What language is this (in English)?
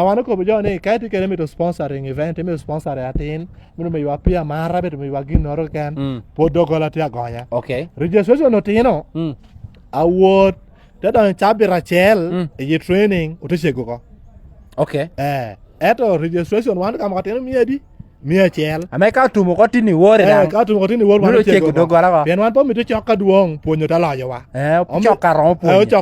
Lango (Uganda)